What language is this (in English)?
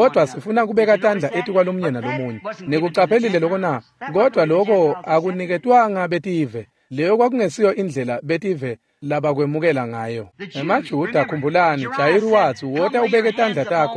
Swati